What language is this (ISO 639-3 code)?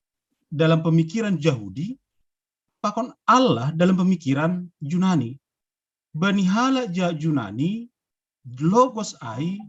bts